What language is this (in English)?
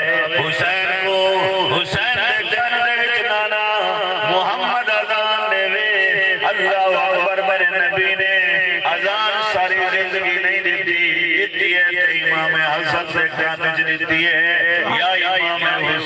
Saraiki